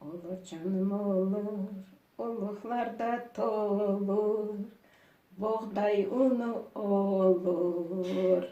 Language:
Crimean Tatar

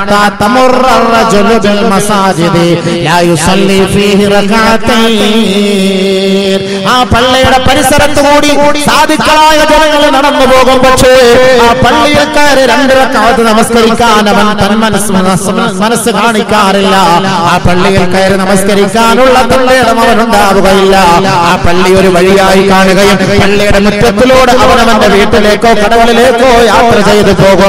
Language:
Malayalam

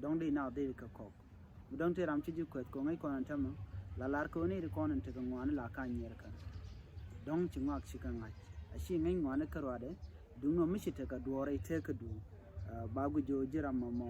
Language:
Nuer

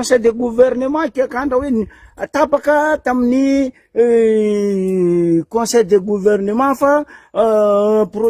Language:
Malagasy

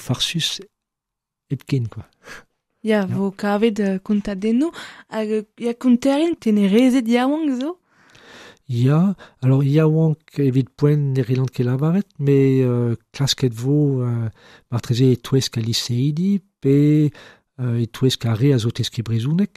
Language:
Breton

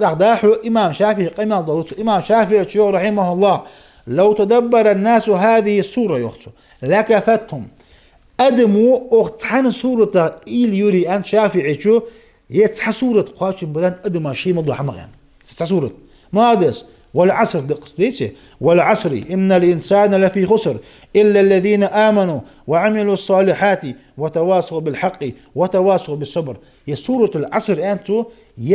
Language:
Ingush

